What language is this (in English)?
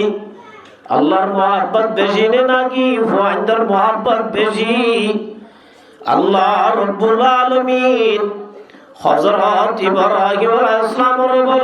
Rohingya